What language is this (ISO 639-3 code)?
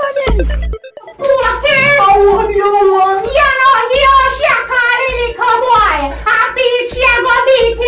jam